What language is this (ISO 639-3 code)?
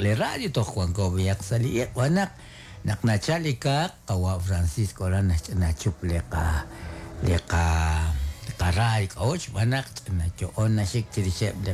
kek